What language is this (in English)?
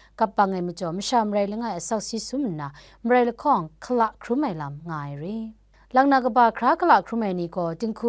Kachin